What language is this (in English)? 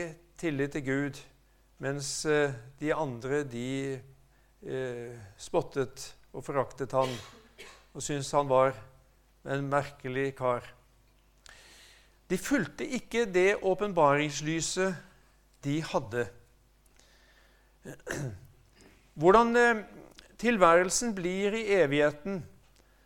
Norwegian